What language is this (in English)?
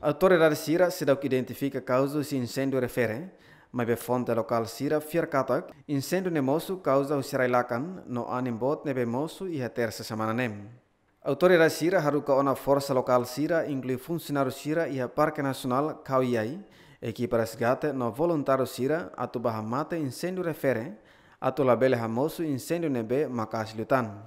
Tetum